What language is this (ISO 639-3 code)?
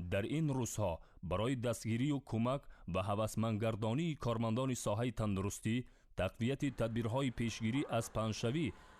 tgk